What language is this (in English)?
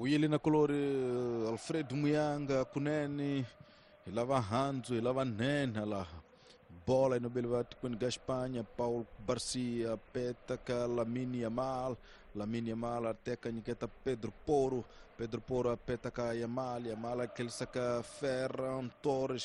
Tsonga